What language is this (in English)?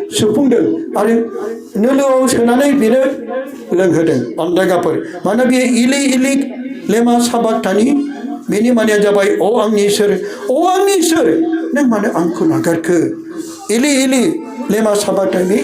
Bodo